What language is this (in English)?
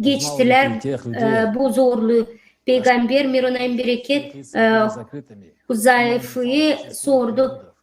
Gagauz